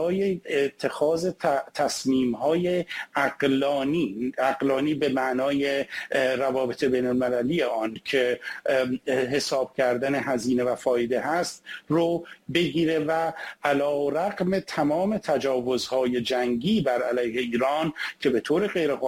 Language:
Persian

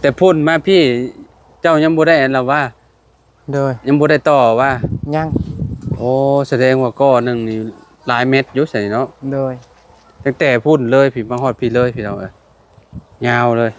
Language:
Lao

